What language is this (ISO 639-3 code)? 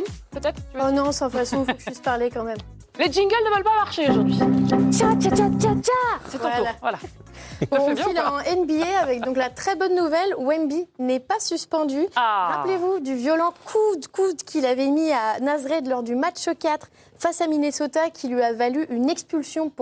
fra